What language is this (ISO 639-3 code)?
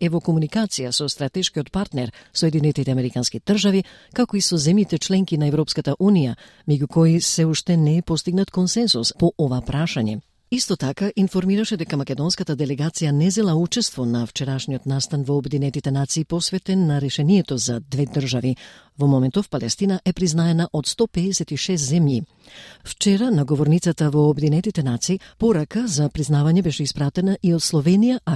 mkd